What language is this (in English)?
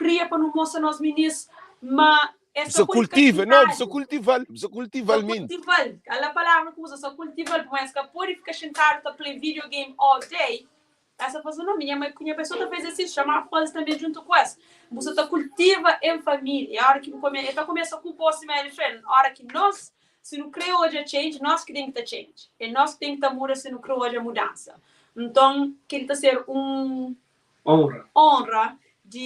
Kabuverdianu